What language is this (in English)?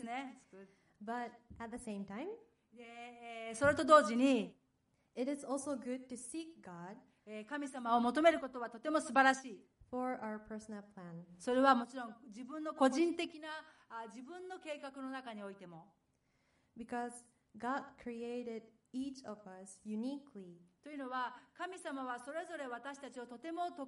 Japanese